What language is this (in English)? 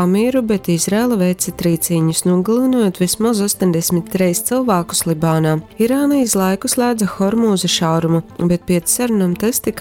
Latgalian